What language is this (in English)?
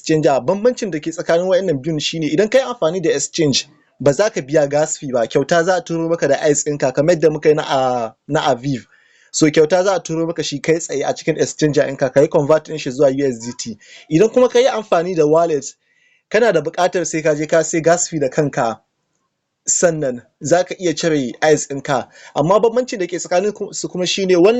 Hausa